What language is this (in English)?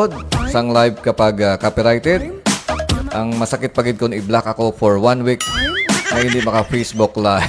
Hiligaynon